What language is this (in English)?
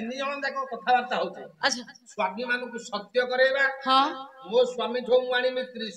Odia